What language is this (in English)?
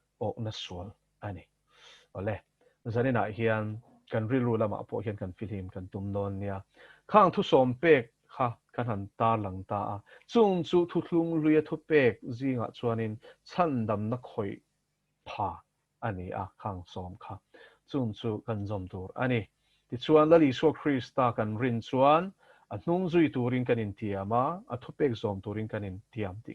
Mizo